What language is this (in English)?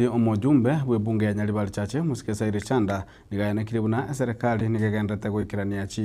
Gusii